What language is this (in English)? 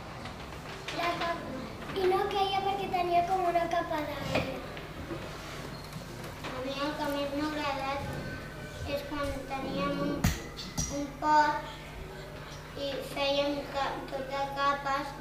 Catalan